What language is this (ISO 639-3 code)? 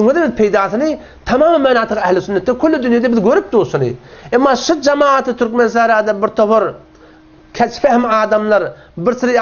tuk